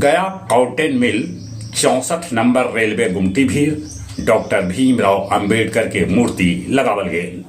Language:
Magahi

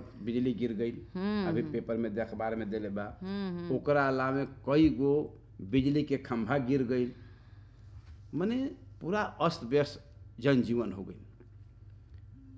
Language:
Bhojpuri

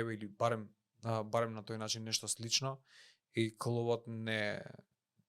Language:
Macedonian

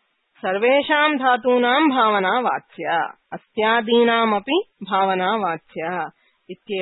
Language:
Sanskrit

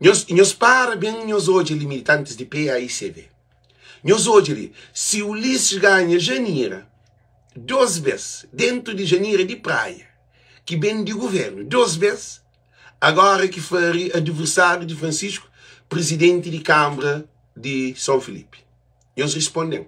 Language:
Kabuverdianu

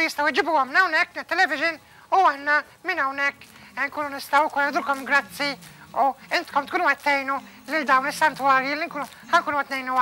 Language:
Maltese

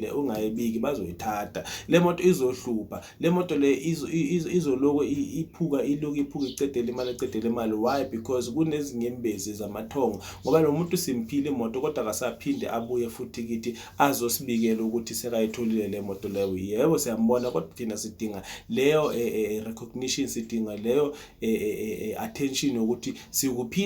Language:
Zulu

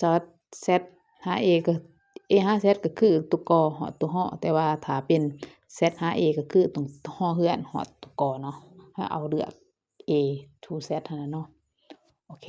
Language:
Lao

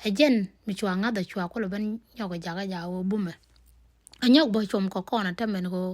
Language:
Nuer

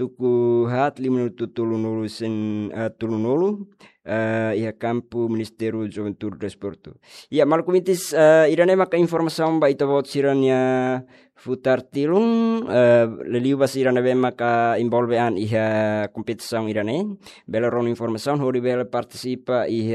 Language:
Tetum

